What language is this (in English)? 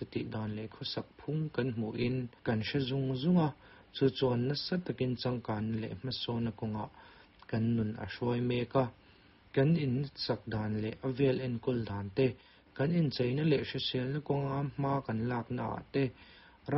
Mizo